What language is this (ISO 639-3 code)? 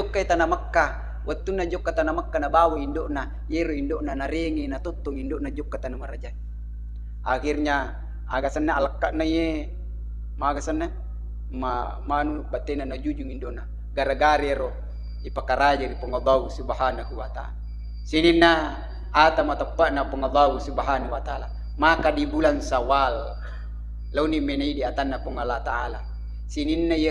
bug